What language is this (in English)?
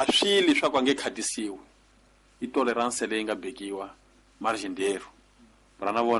Tsonga